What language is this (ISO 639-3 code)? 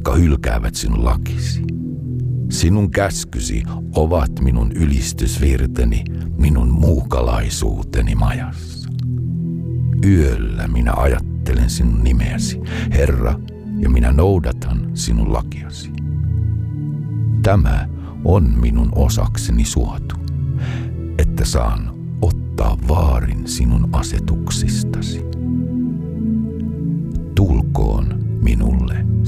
fin